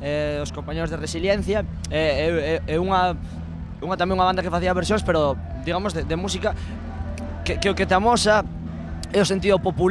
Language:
Galician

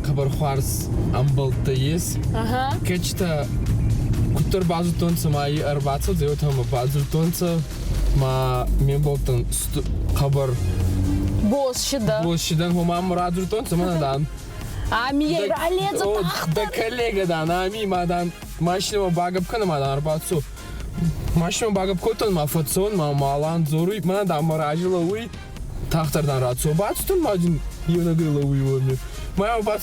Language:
Ossetic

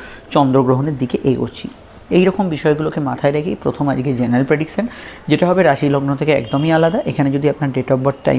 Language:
Bangla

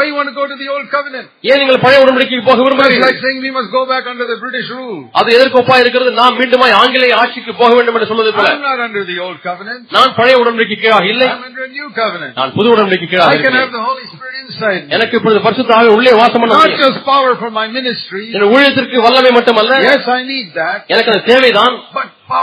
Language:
Tamil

